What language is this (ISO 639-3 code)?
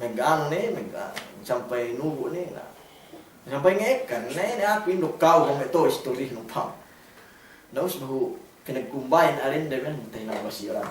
yka